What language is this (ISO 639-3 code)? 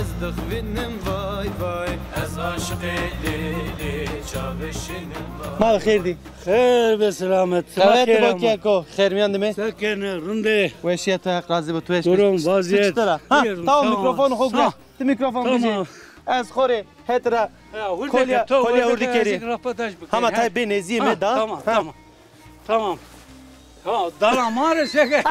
zza